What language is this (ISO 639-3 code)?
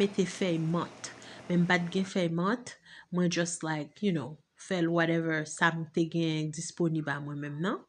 hat